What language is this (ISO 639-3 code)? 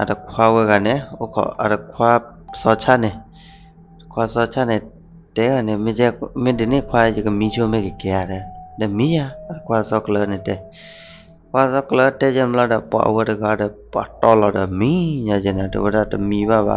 ksw